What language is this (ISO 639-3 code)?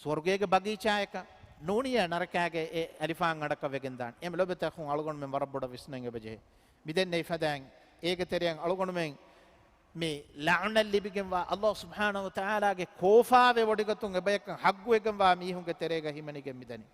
div